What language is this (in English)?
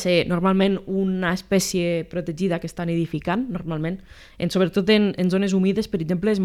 Catalan